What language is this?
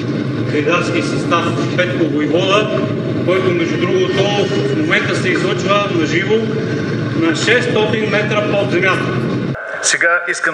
Bulgarian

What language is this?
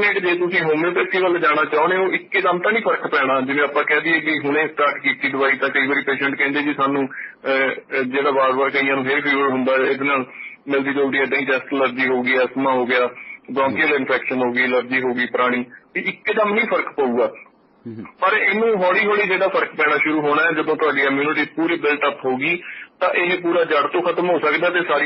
Punjabi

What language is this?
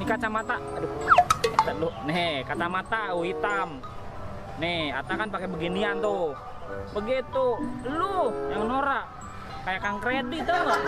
Betawi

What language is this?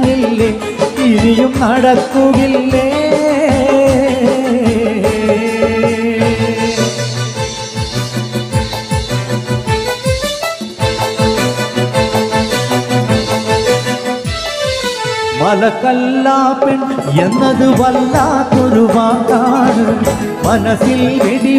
Malayalam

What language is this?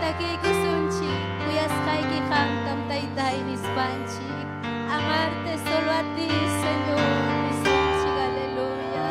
Ayacucho Quechua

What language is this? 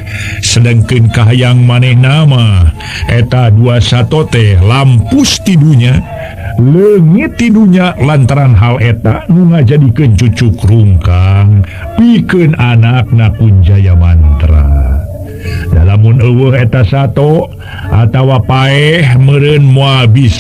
Sundanese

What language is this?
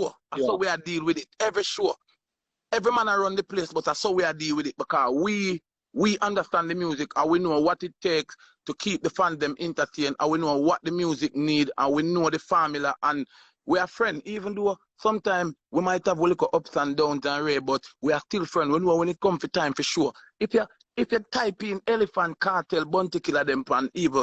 Jamaican Creole English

